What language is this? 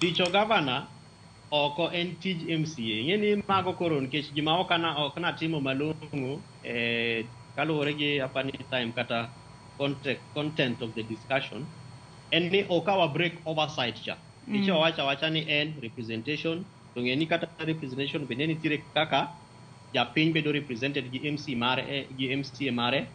Luo (Kenya and Tanzania)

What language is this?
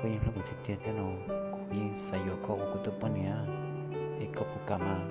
Hmong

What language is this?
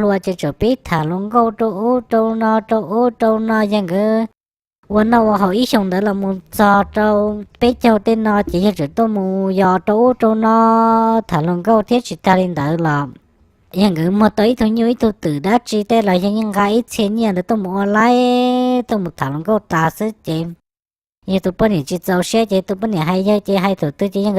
Hmong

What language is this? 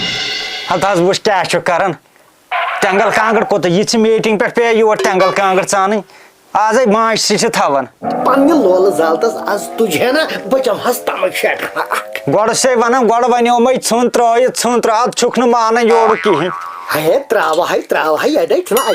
Kashmiri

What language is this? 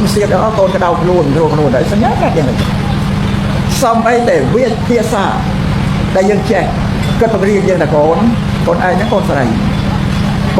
Khmer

